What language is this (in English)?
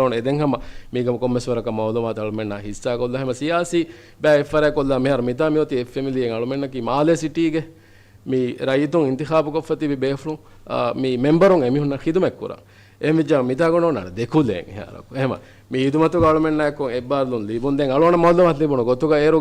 Divehi